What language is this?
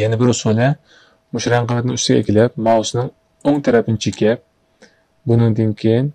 Uyghur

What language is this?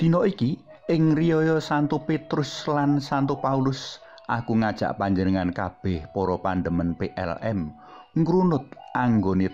Javanese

